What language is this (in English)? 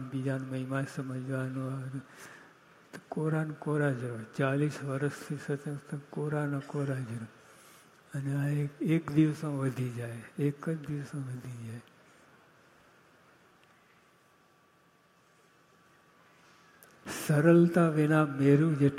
Gujarati